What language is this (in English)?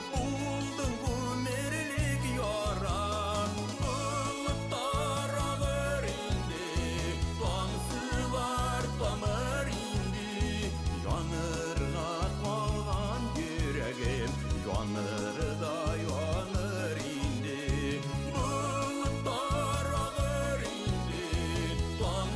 Bashkir